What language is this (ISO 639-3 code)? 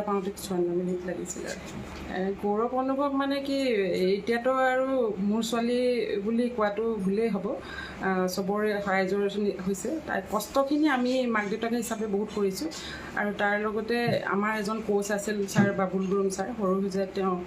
asm